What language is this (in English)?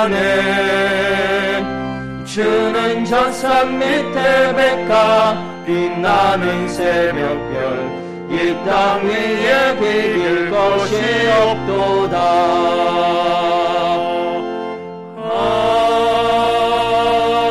Korean